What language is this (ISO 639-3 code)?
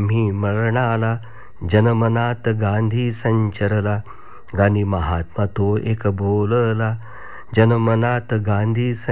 mar